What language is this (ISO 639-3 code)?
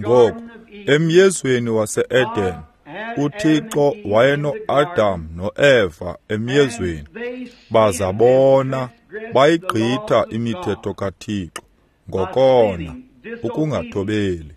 xho